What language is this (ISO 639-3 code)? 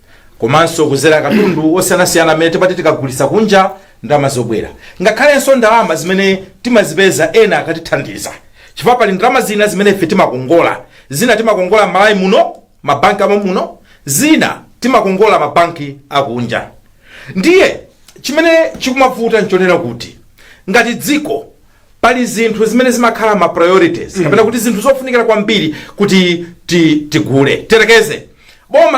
nya